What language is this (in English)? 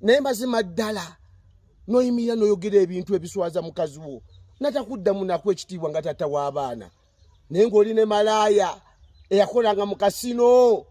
Ganda